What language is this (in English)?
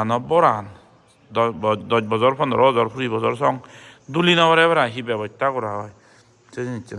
Chakma